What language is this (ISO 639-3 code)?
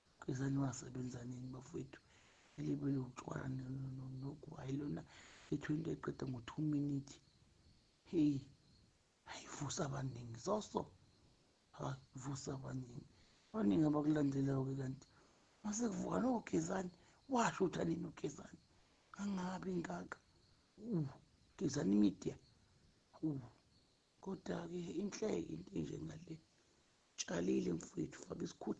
zul